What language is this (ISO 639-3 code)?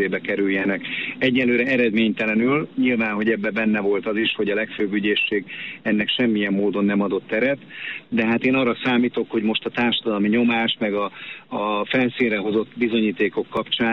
hun